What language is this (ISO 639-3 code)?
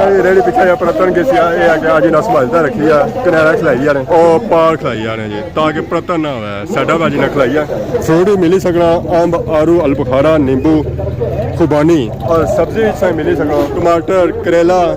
phr